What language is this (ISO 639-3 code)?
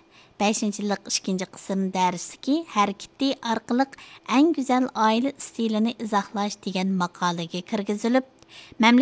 uig